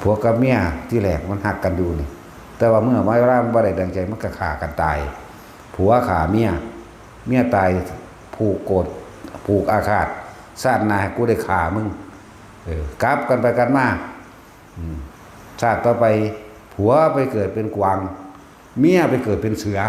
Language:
Northeastern Thai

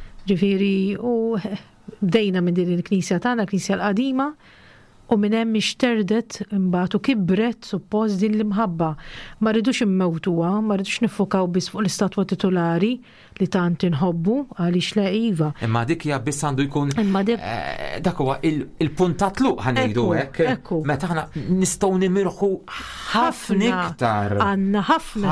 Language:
Maltese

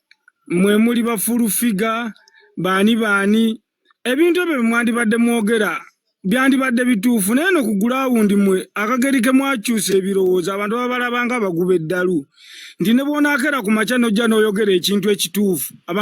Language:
Ganda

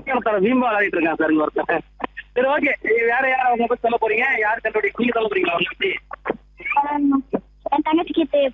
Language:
Tamil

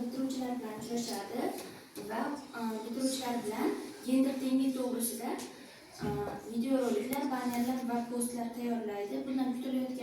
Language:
Uzbek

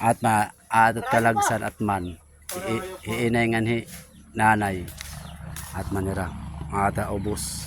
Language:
Waray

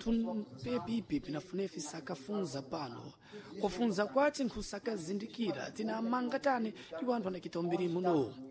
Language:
Sena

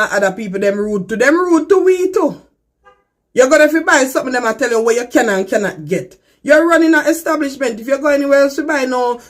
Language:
Jamaican Creole English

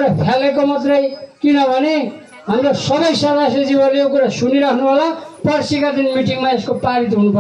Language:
Nepali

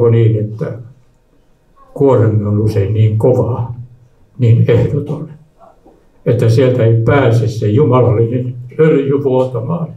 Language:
Finnish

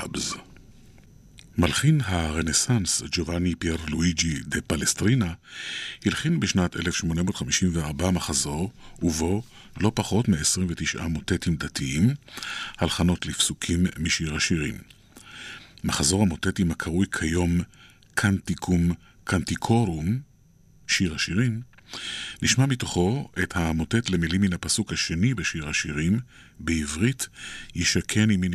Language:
Hebrew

